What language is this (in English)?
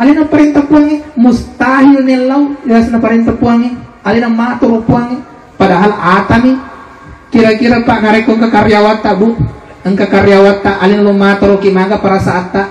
Buginese